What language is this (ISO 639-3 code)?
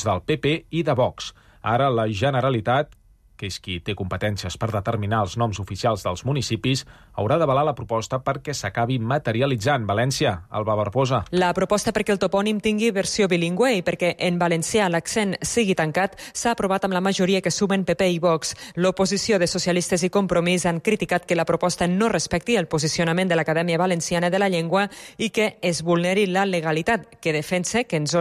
cat